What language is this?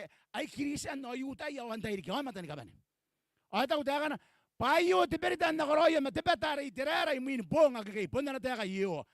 Gilbertese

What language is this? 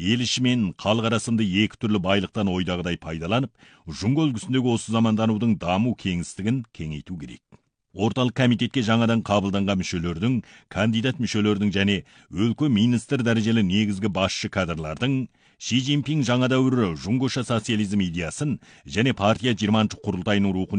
Kazakh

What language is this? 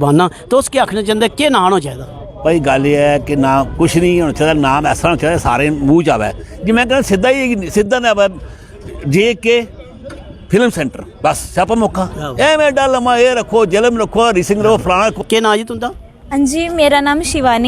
Dogri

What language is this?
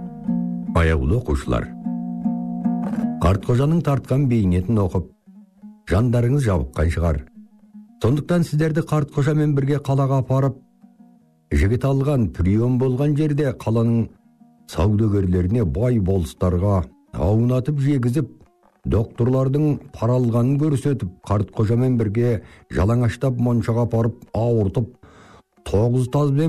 Kazakh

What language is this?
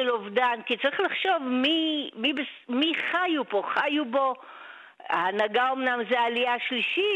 Hebrew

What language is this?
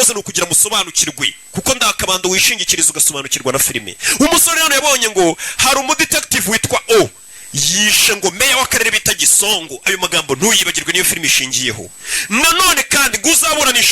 Kinyarwanda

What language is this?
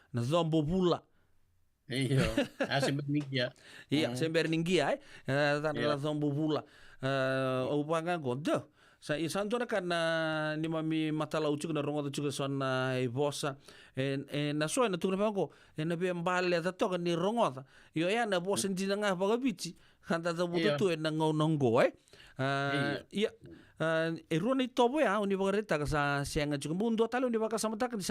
Fijian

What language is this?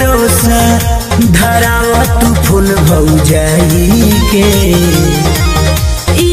Bhojpuri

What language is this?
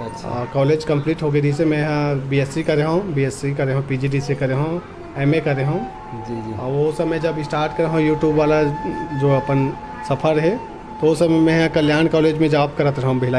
Chhattisgarhi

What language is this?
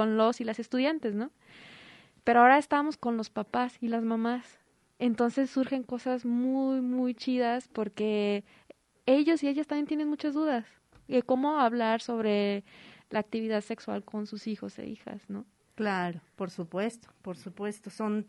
Spanish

